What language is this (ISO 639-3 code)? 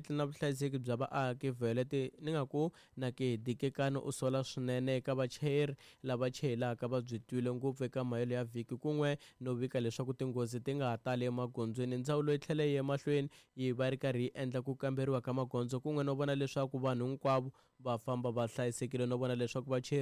tso